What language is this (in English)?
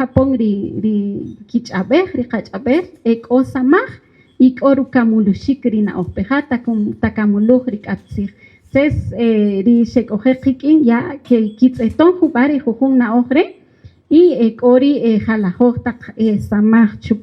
Kaqchikel